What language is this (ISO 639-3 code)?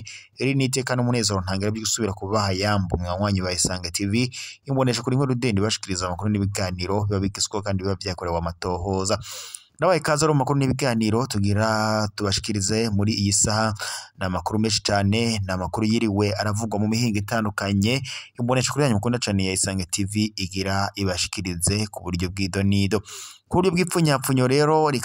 run